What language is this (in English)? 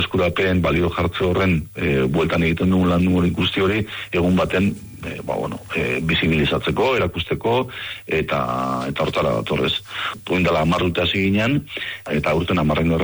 Basque